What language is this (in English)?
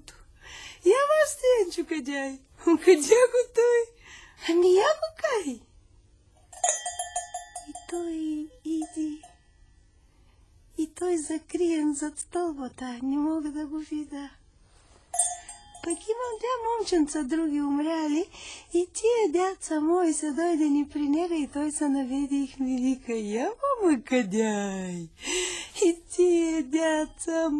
Bulgarian